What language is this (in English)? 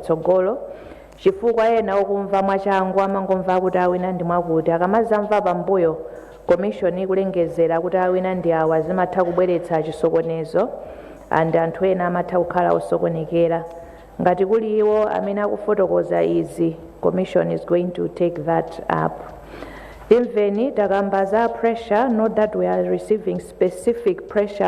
Nyanja